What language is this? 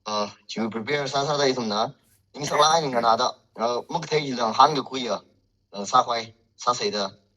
Tangkhul Naga (India)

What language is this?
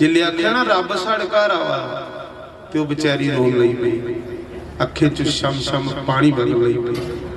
Dogri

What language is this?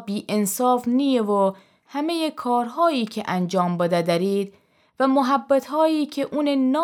Gilaki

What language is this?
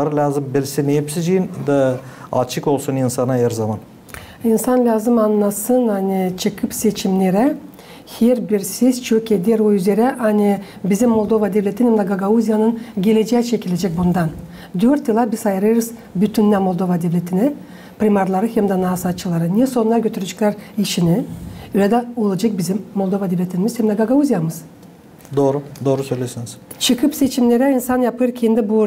Gagauz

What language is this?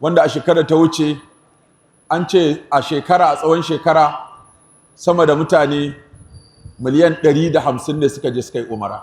Hausa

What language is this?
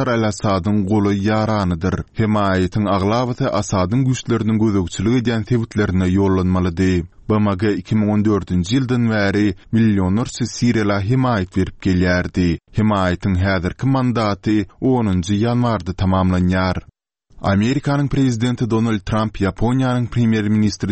Turkmen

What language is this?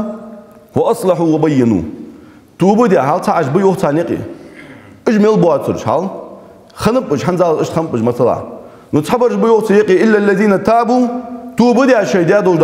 Ingush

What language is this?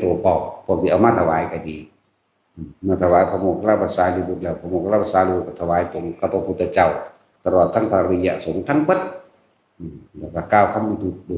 Northeastern Thai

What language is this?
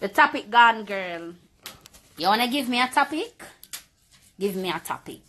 Jamaican Creole English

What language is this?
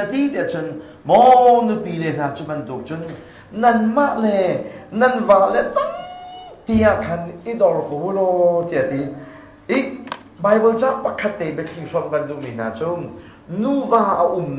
Hakha Chin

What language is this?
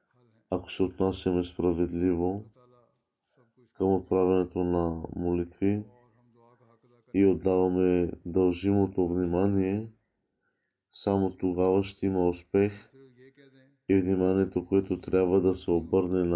Bulgarian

